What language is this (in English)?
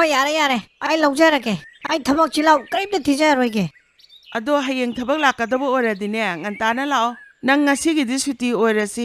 Manipuri